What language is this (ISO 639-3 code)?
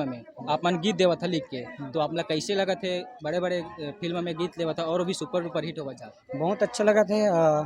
hne